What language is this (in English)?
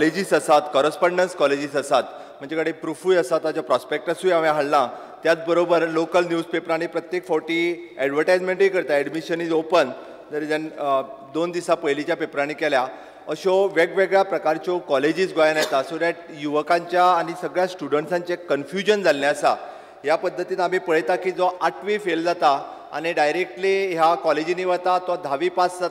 Konkani